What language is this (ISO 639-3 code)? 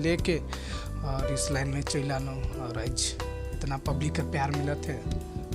sck